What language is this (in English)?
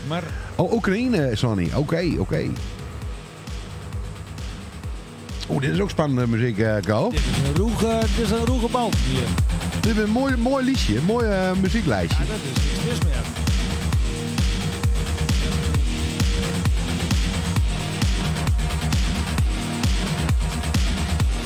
Dutch